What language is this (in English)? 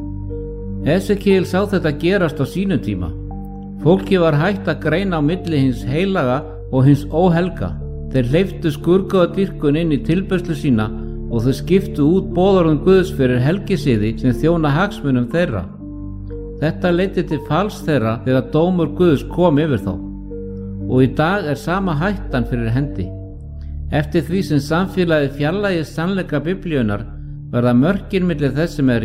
Icelandic